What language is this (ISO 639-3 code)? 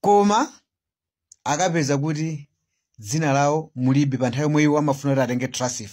nya